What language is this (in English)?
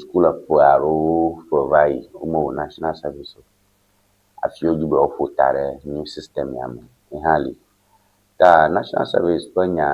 Ewe